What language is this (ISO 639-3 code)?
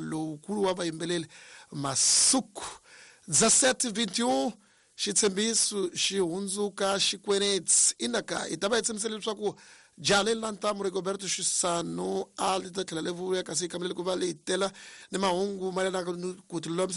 tso